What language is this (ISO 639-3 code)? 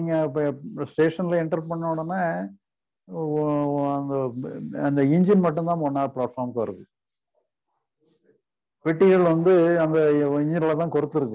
tam